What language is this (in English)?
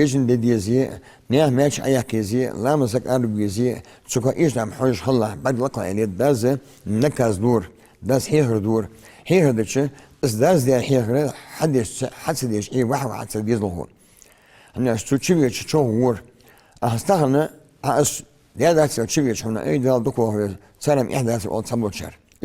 Ingush